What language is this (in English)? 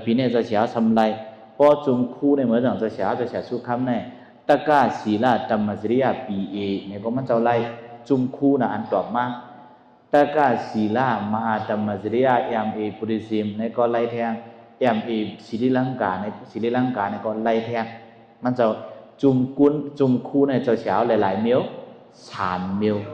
Shan